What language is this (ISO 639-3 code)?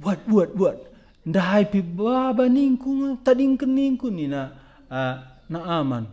btx